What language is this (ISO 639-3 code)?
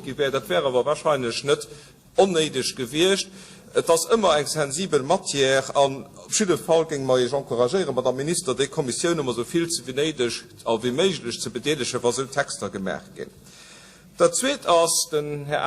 ltz